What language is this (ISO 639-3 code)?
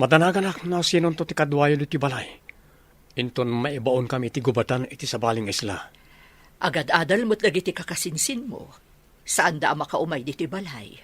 ilo